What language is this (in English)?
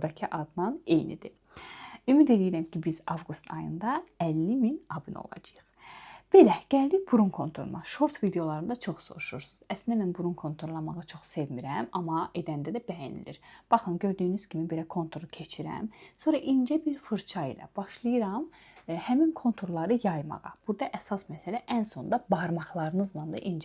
Azerbaijani